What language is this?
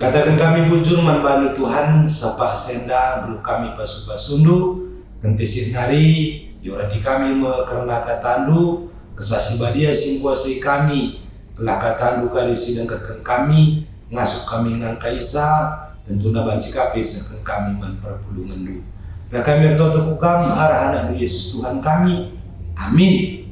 Batak Karo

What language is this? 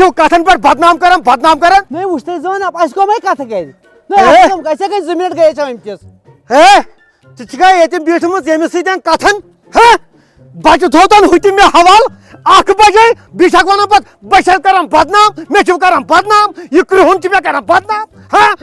Kashmiri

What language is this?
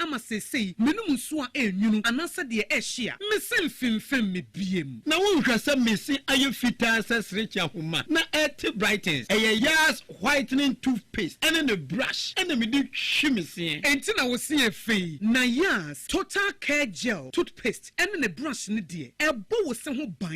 Akan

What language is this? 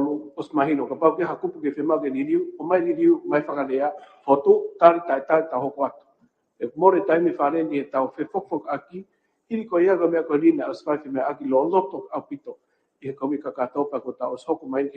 Tongan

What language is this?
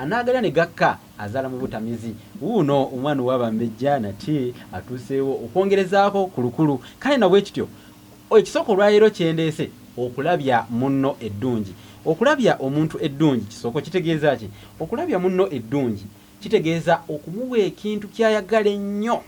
Ganda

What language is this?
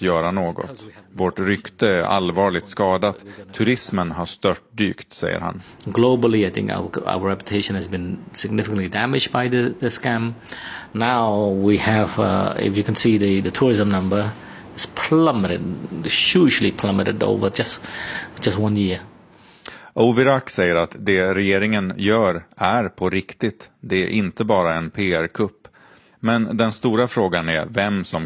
Swedish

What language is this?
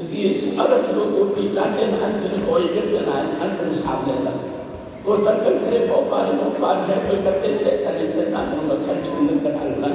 Hakha Chin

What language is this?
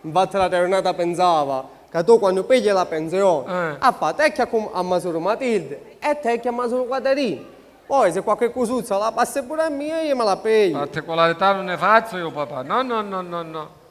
Sicilian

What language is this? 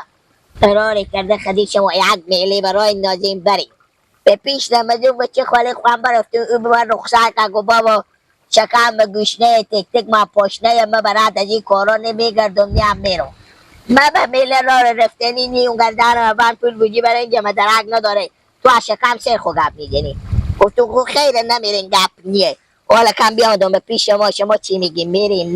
Persian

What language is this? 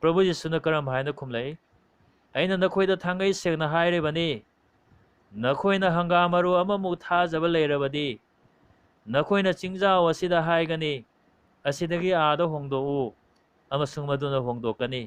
Manipuri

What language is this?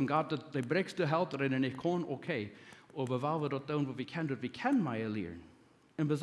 Plautdietsch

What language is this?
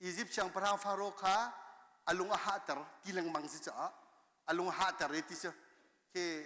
Hakha Chin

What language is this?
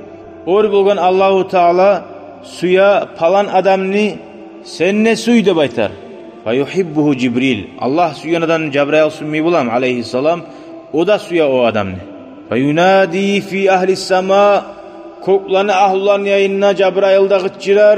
Kumyk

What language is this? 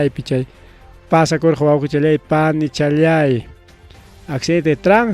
Ayacucho Quechua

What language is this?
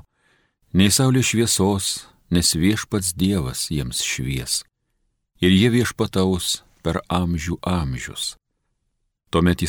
Lithuanian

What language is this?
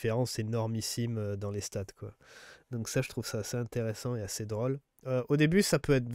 French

